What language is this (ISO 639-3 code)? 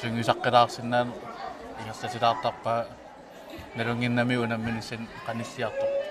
kal